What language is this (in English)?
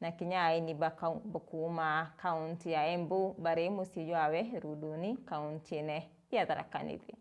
Meru